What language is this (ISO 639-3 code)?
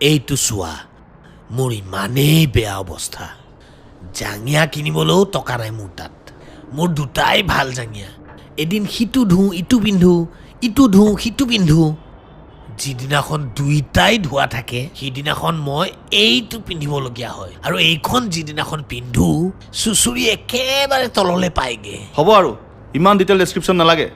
asm